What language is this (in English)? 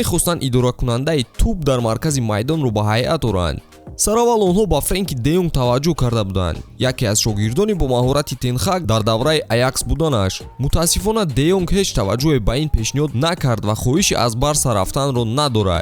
Tajik